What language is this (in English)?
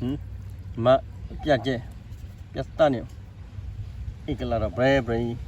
S'gaw Karen